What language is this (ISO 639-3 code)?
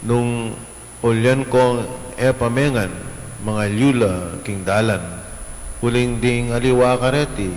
pam